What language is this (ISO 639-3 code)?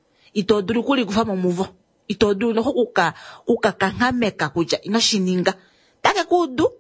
kua